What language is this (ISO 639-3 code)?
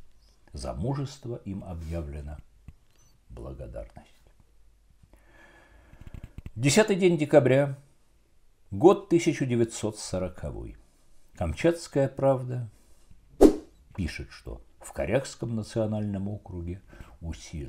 rus